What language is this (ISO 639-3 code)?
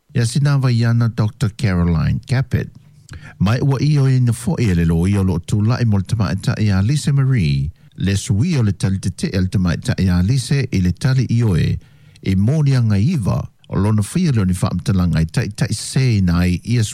smo